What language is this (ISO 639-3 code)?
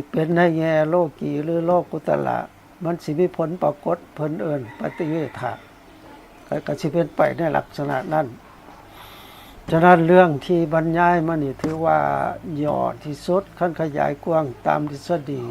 lao